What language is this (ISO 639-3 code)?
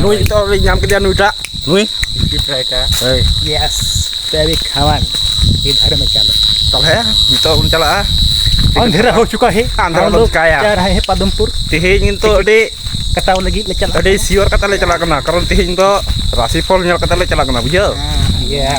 sat